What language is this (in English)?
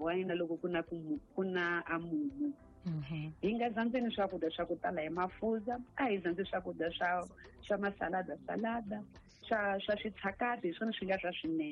Tsonga